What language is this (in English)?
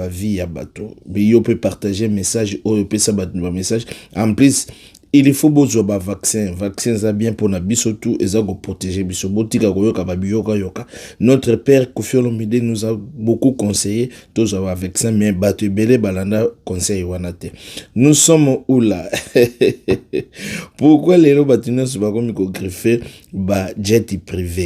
Lingala